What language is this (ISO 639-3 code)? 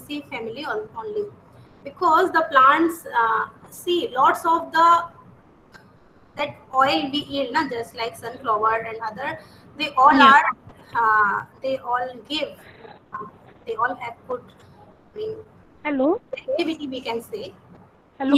eng